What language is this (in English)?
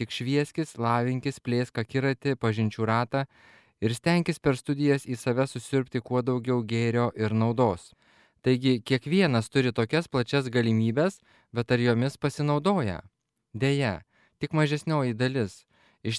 Lithuanian